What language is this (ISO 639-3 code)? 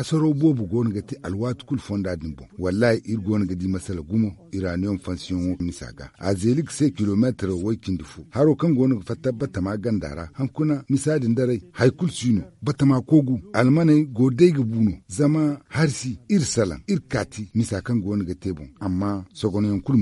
dje